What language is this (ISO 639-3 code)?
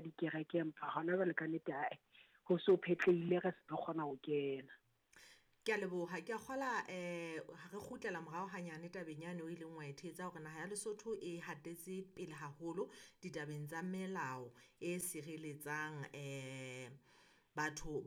sot